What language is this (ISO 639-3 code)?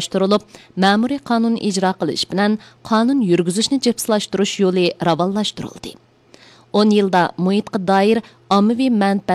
uig